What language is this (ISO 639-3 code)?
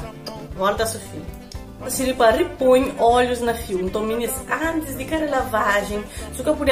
kea